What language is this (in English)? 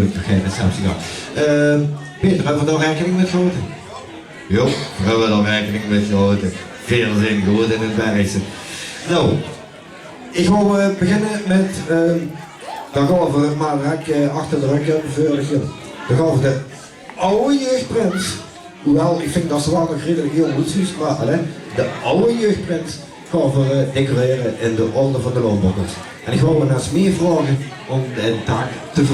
Limburgish